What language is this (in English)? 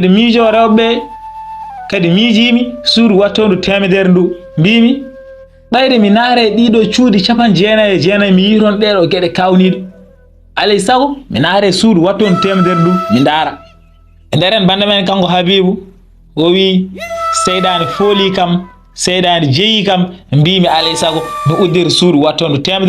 Fula